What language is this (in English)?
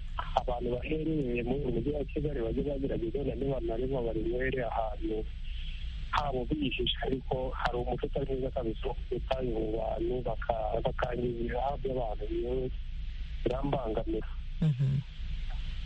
Kinyarwanda